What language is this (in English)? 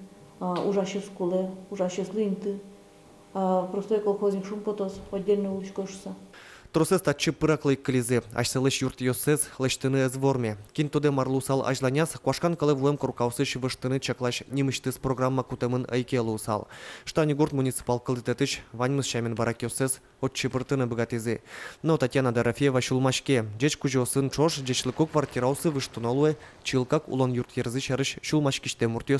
Udmurt